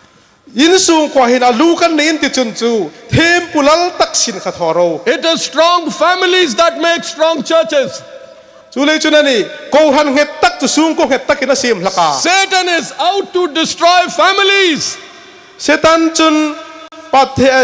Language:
Hmar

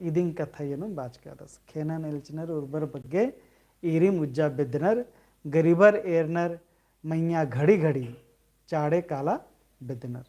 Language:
Kurukh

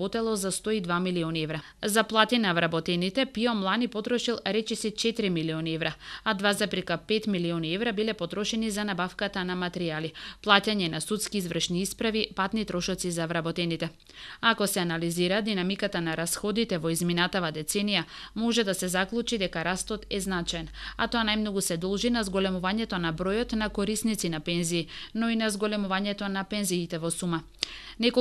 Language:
Macedonian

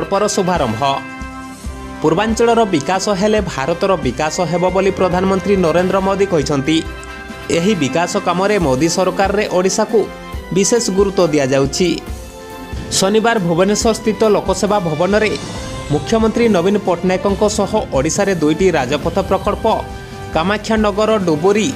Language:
Odia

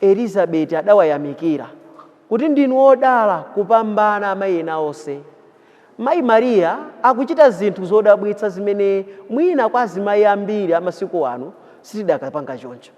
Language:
Nyanja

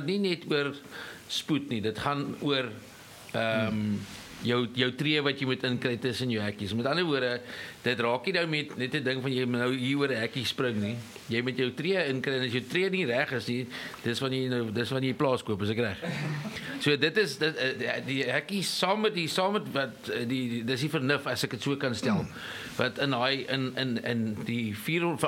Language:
Afrikaans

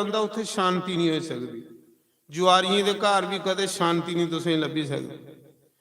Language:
Dogri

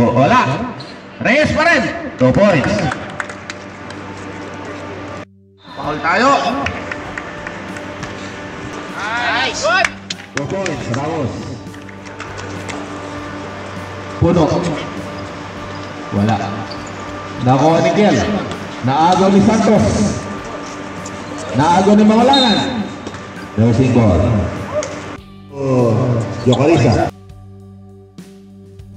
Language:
Filipino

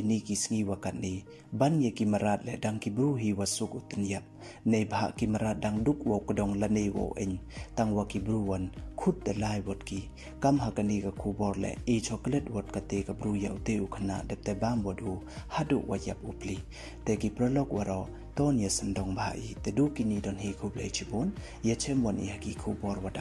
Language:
Pnar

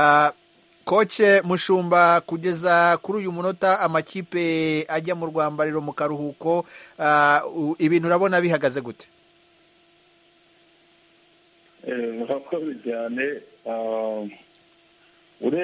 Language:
Kinyarwanda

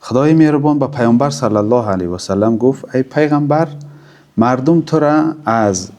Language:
Tajik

